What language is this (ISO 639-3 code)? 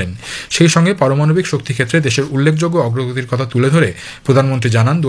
ben